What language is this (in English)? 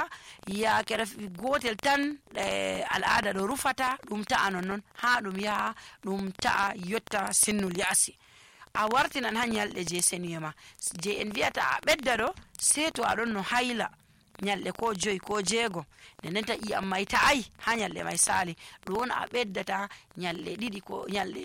Nigerian Fulfulde